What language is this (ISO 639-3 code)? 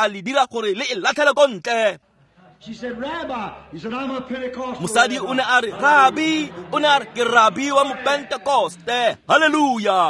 tsn